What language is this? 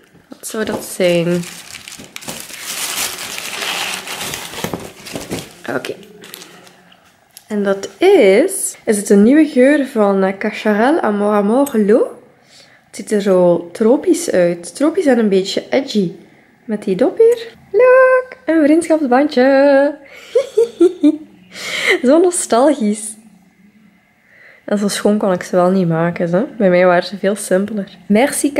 Dutch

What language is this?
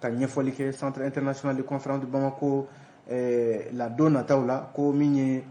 Bambara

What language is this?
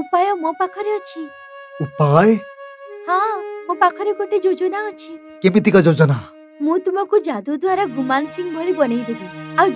Odia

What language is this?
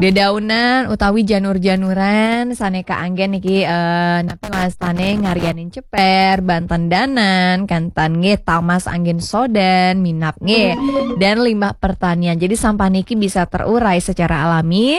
Balinese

